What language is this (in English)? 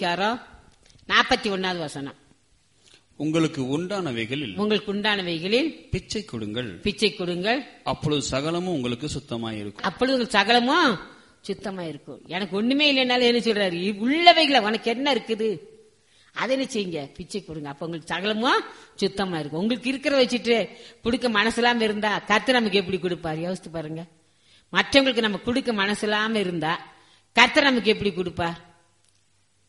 Tamil